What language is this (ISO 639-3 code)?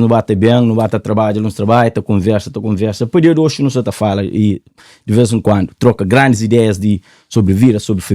kea